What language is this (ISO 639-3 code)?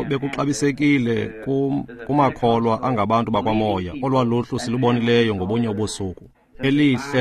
xho